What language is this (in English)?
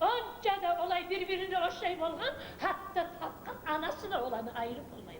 Kumyk